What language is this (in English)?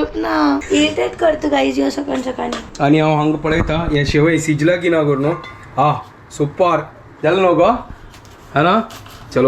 Konkani